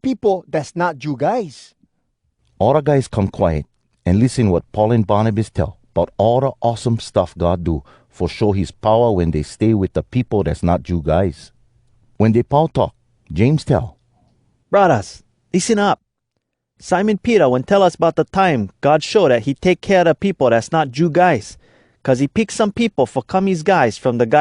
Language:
Hawai'i Creole English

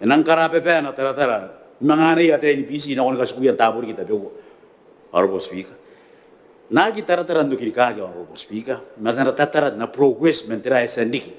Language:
Gilbertese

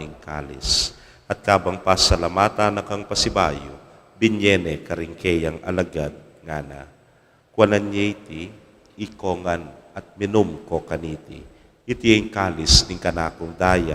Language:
Pampanga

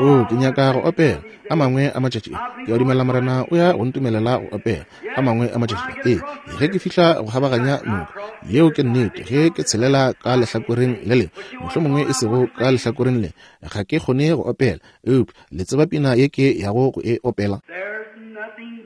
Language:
Northern Sotho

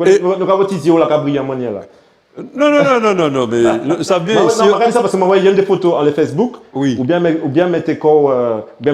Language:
Guadeloupean Creole French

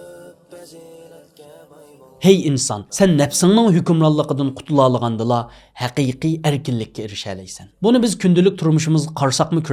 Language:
Uyghur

